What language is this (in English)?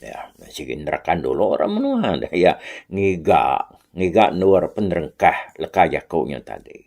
Iban